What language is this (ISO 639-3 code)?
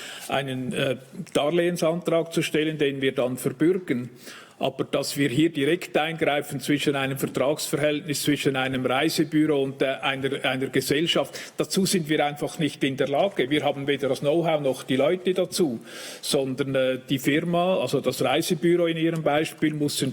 gsw